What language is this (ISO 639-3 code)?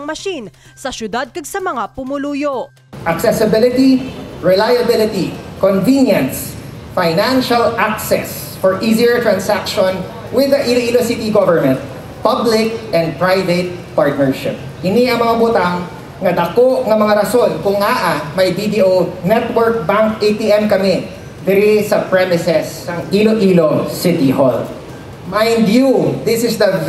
hil